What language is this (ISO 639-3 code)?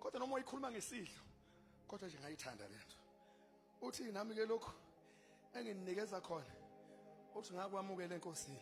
zul